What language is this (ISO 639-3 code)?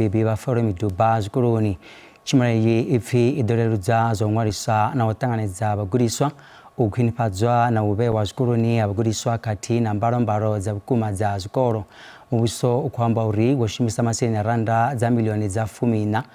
ven